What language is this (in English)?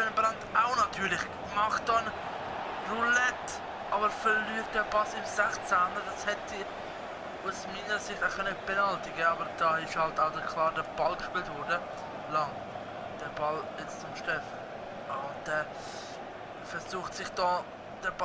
Swiss German